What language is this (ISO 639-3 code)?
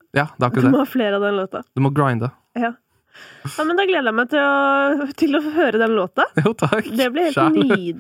nor